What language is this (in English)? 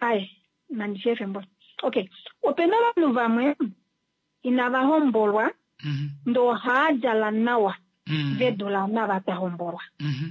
Kuanyama